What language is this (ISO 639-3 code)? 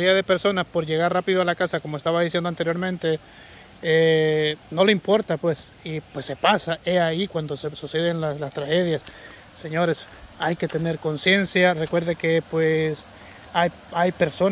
spa